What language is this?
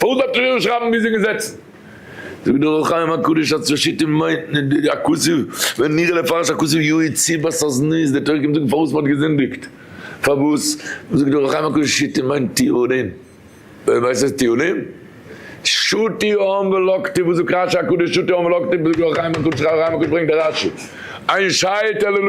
Yiddish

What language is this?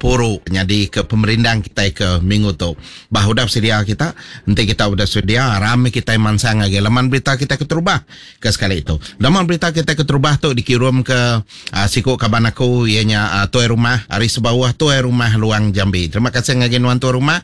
Iban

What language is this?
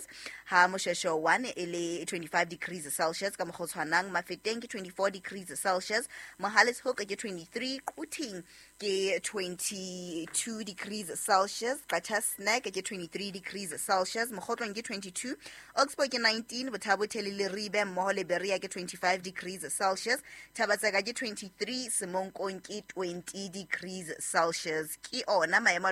Southern Sotho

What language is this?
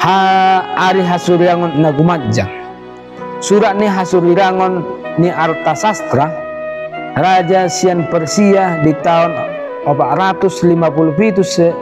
Batak Toba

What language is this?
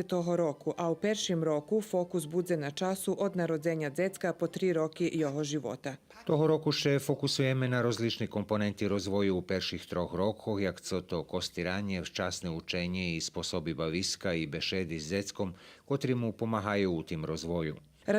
Rusyn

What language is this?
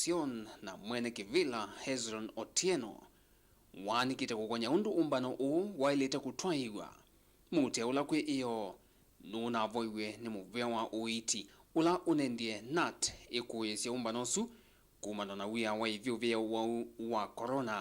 Kamba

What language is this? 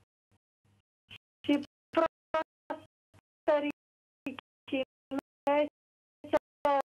Romanian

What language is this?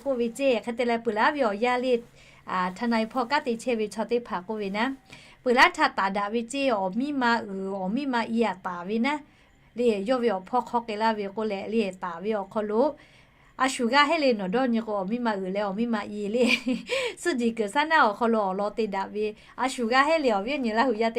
Lahu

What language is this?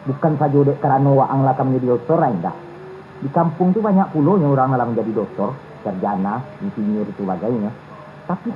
Minangkabau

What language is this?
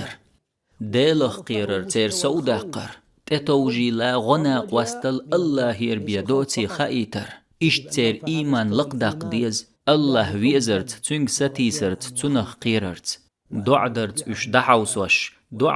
Chechen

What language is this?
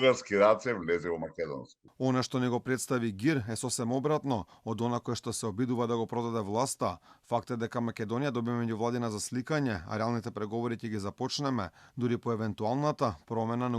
Macedonian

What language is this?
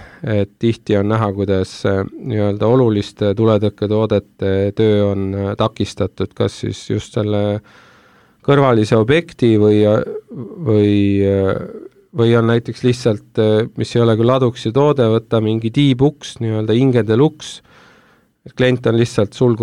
Estonian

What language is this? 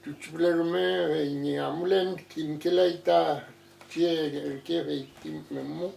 Mapuche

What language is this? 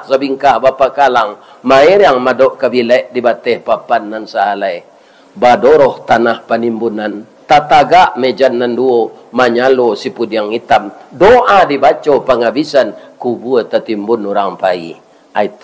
Minangkabau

